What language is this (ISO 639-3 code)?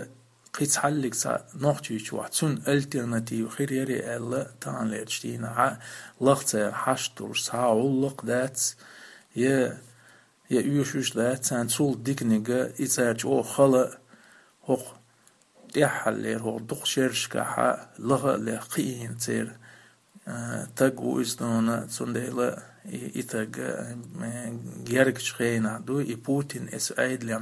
che